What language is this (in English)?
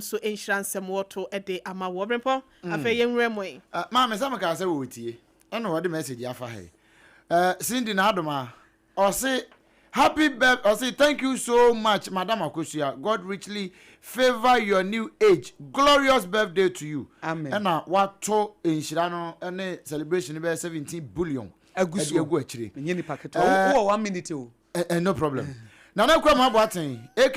Akan